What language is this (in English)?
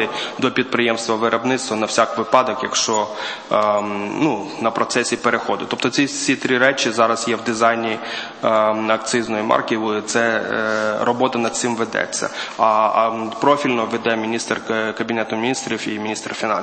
Ukrainian